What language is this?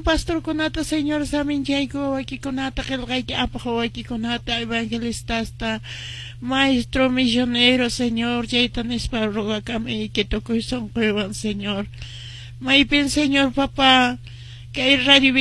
Quechua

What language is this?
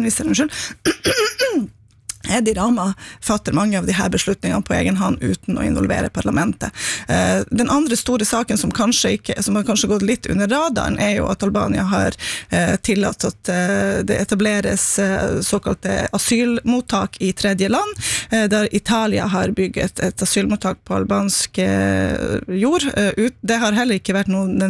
Norwegian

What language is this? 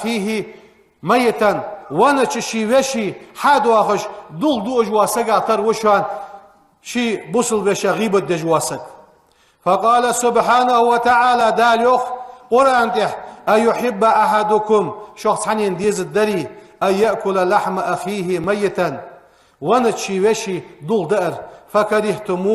Ingush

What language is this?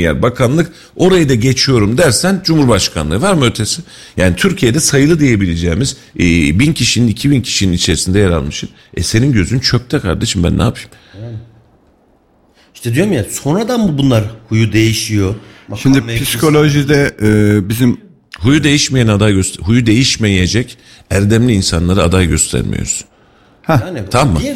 Turkish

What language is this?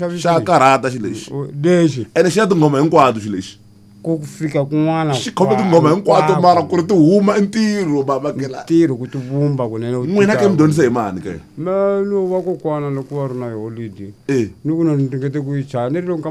Tsonga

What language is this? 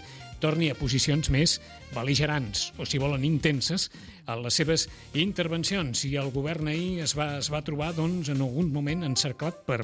Catalan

